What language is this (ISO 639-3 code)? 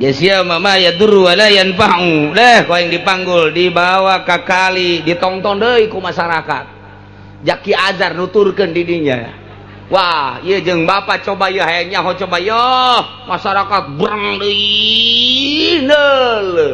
sun